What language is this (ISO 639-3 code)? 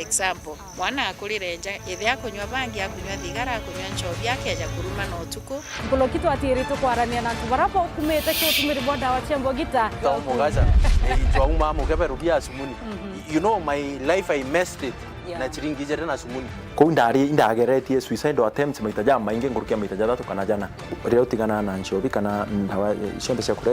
mer